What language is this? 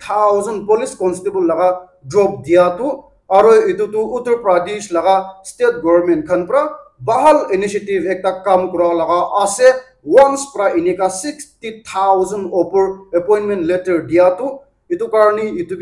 Naga Pidgin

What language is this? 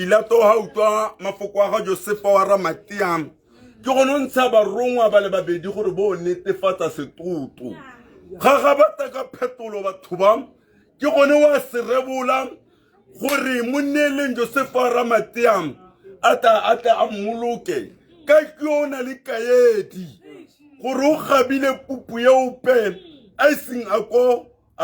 Tswana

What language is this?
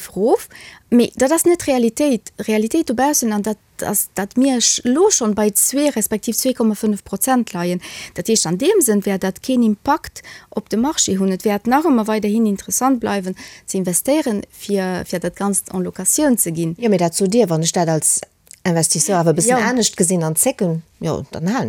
Luxembourgish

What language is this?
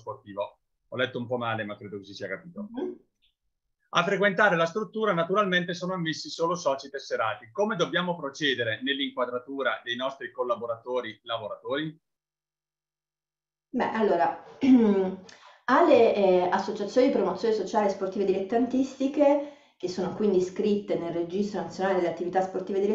Italian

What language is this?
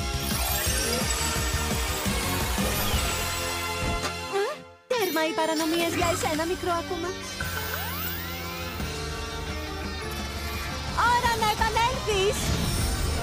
Greek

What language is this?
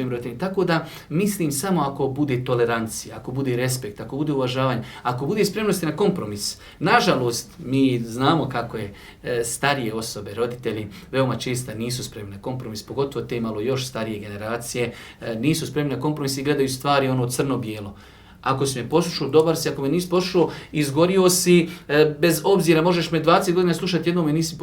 Bosnian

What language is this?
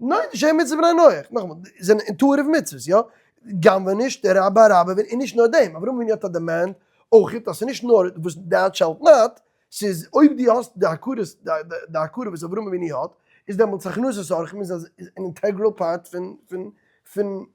Yiddish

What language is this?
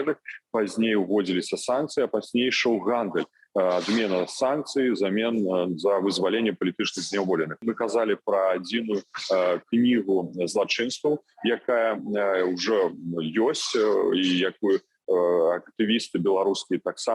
Belarusian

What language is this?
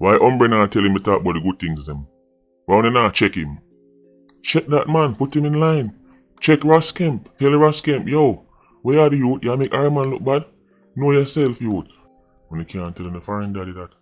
Jamaican Creole English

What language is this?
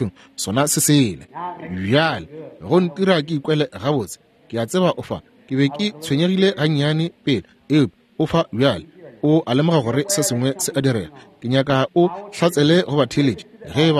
Northern Sotho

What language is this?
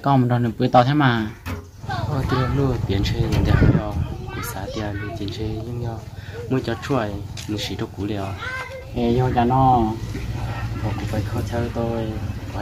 Vietnamese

